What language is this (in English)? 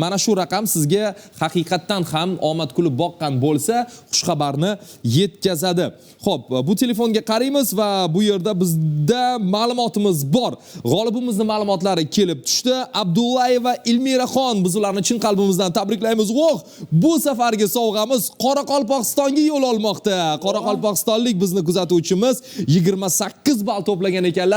Uzbek